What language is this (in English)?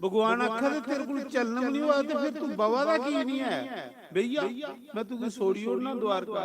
Dogri